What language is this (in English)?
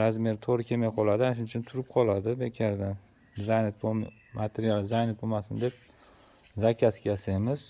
Uzbek